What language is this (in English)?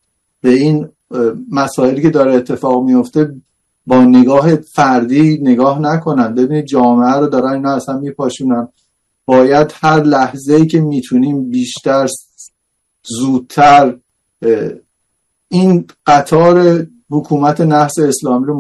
Persian